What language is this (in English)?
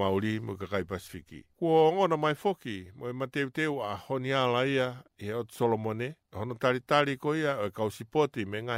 Tongan